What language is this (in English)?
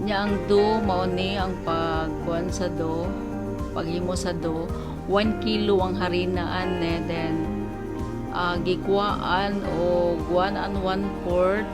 Cebuano